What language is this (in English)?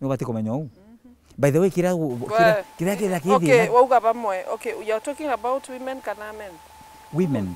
Meru